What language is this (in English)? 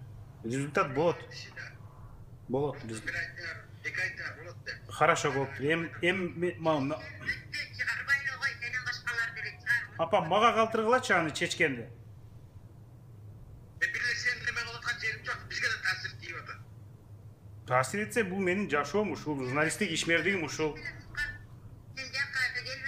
Kazakh